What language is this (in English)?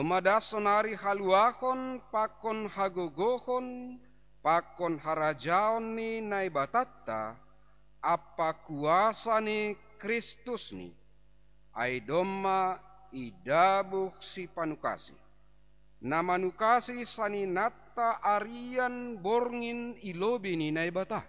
Batak Simalungun